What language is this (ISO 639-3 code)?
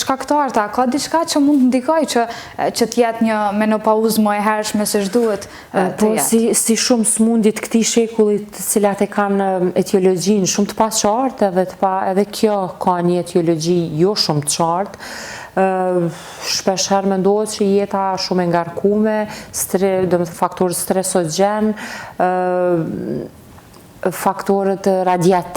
sqi